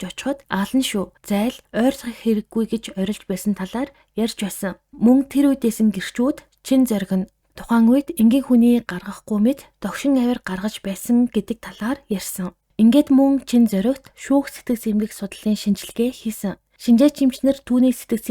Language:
Mongolian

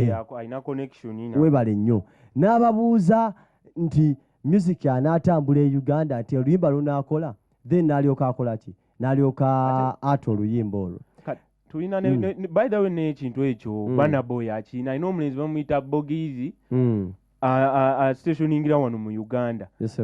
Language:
Ganda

